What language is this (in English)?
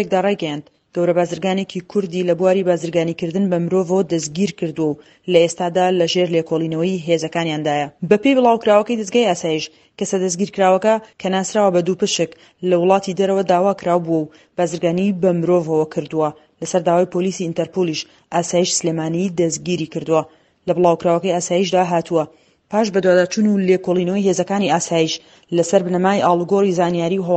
Central Kurdish